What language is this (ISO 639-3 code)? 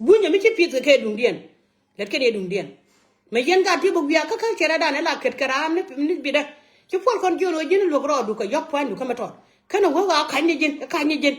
nus